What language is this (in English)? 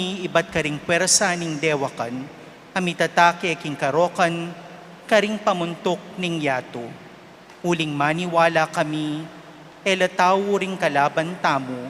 Pampanga